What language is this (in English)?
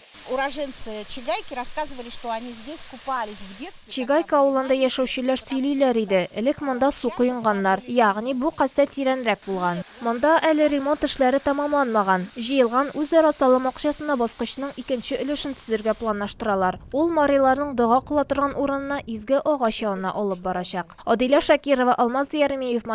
Tatar